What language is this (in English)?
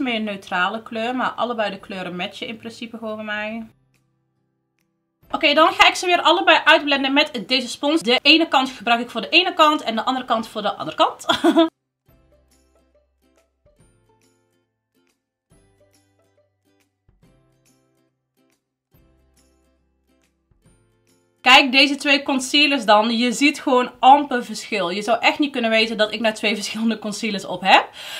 Dutch